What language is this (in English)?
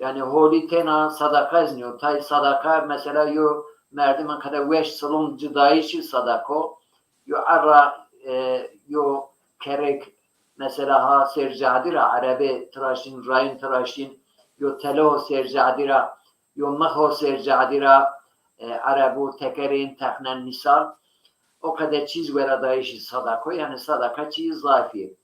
Zaza